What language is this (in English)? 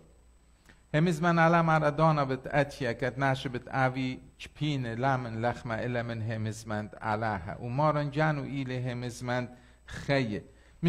Assyrian Neo-Aramaic